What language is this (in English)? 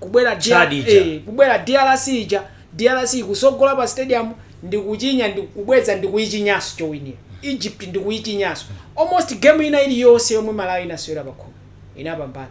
Nyanja